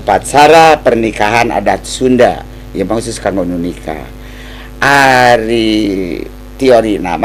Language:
Sundanese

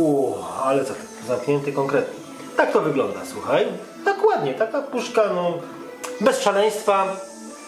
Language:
Polish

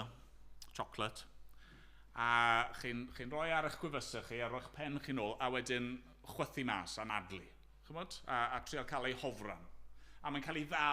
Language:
Welsh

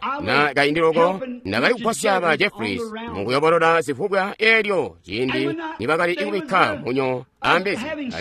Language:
Tonga (Zambia)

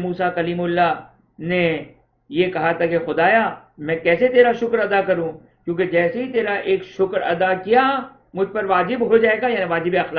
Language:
Urdu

